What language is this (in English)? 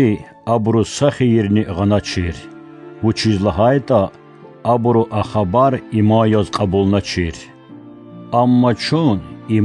Lezghian